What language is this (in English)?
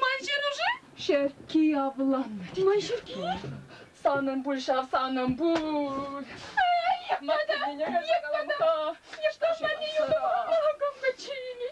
Chuvash